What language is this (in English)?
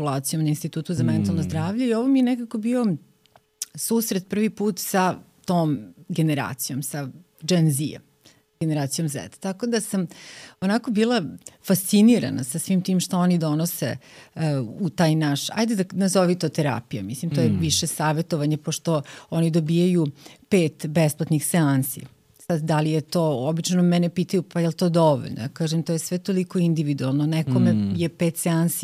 Serbian